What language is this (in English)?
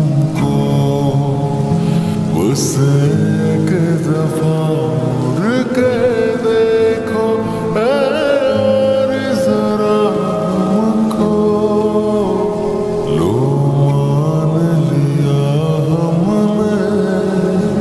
Hindi